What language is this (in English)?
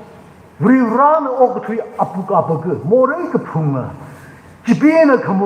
Tangkhul Naga (India)